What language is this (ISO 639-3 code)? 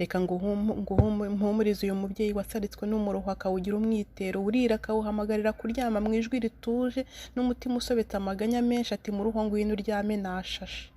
kin